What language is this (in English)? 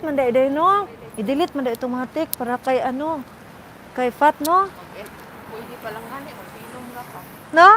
Cebuano